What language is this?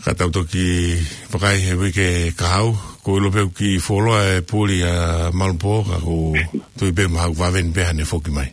Tongan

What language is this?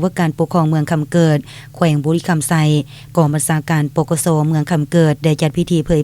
Lao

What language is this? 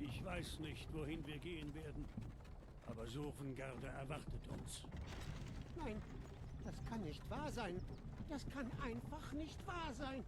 Swiss German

